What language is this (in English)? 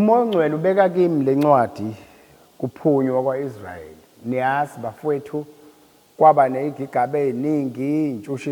Zulu